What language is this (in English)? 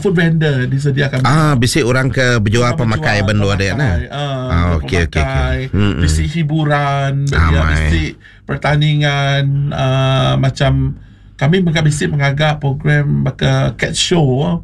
Iban